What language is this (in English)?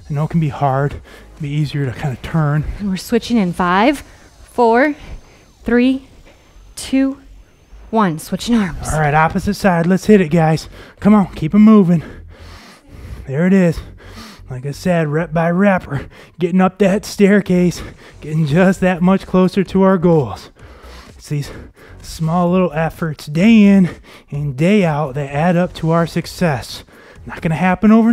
English